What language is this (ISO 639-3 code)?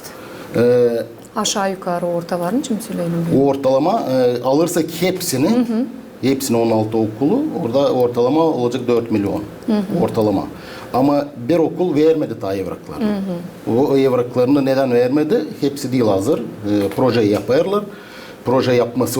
gag